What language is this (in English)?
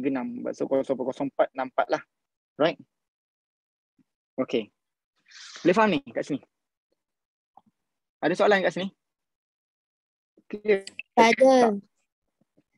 Malay